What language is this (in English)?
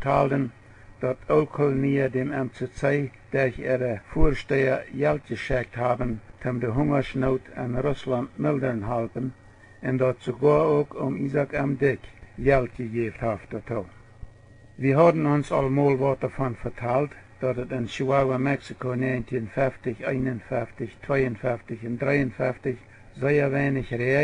Plautdietsch